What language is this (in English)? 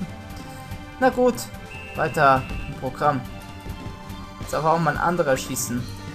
German